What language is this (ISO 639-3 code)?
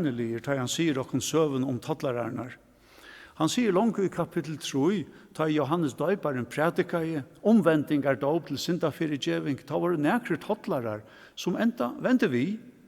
fao